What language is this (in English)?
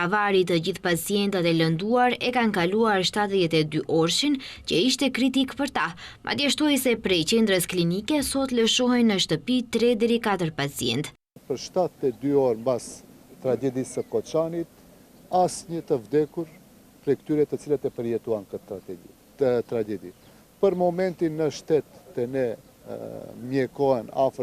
Albanian